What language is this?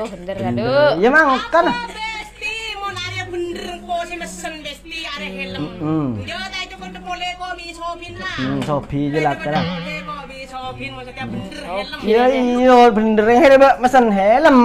Madurese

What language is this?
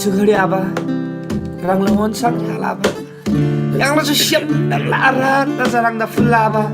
Eastern Tamang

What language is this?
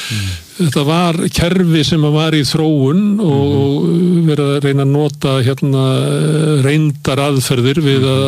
Icelandic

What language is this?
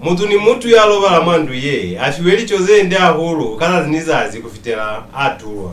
Lozi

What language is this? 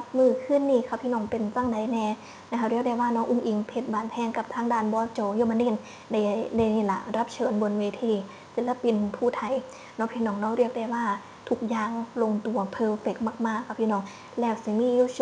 Northeastern Thai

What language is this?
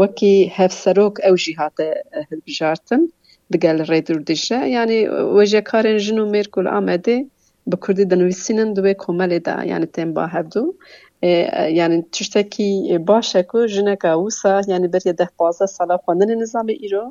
Kurdish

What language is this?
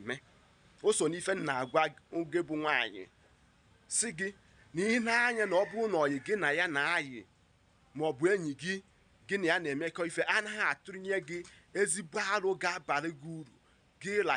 Igbo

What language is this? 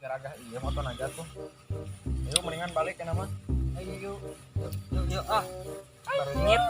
Sundanese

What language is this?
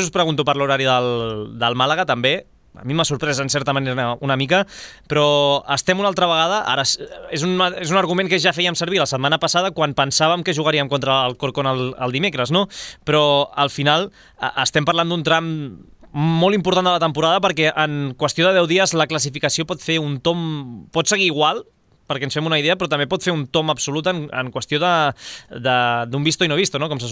Catalan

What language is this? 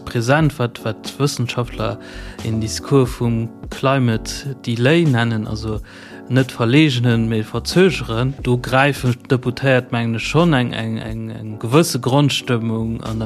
Luxembourgish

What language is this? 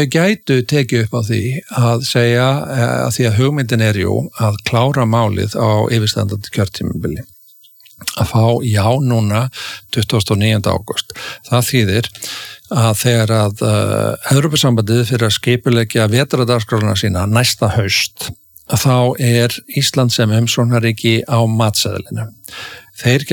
Icelandic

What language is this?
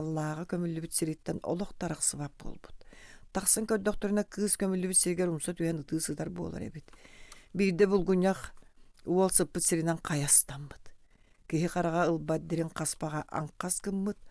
Yakut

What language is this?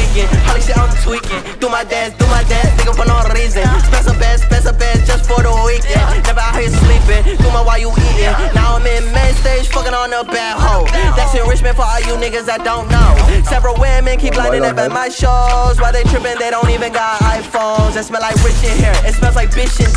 English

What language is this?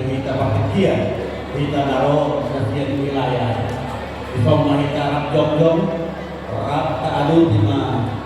Batak Toba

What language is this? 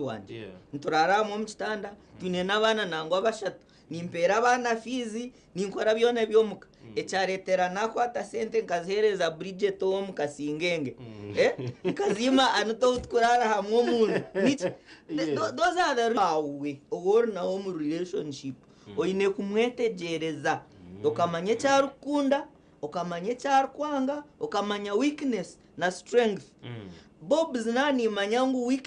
Nyankole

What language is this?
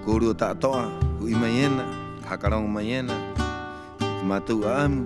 Rapanui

